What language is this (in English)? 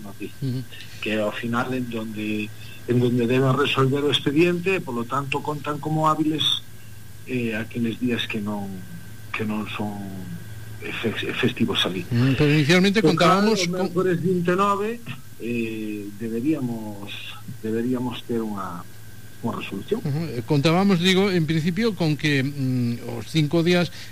Galician